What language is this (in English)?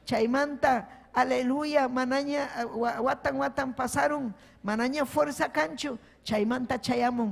Ayacucho Quechua